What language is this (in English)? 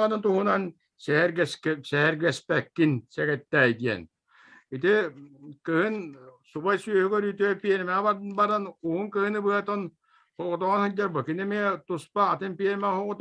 Yakut